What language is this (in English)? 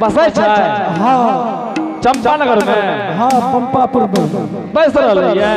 Angika